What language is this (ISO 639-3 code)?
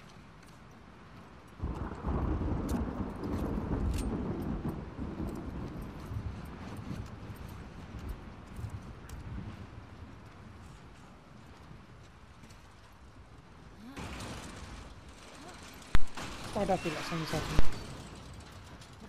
eng